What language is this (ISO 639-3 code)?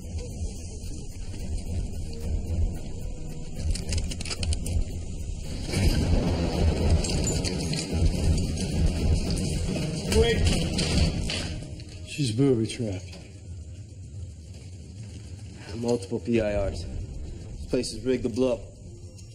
eng